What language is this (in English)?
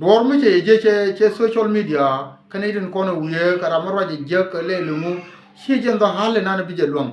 Nuer